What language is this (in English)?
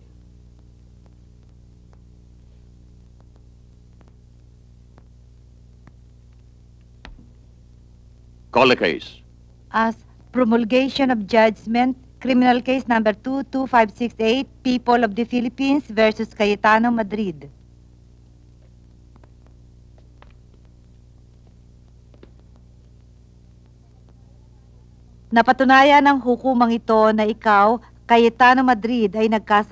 Filipino